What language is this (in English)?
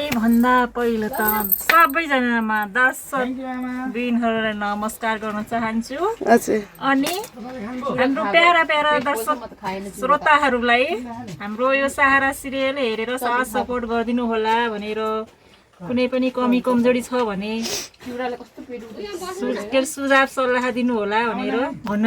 Nepali